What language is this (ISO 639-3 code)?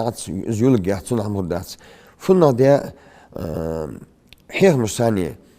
inh